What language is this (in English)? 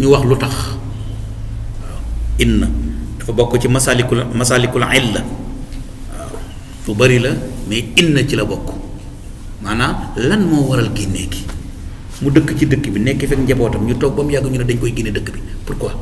Wolof